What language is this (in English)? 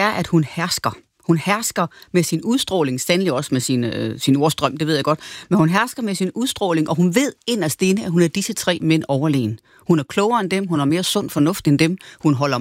Danish